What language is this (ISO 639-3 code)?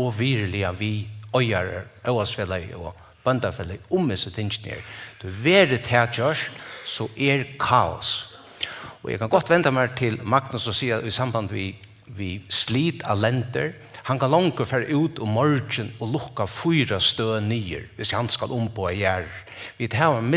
fao